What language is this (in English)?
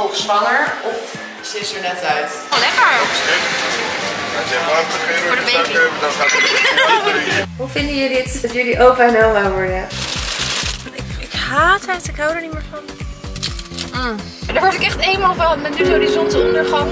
Dutch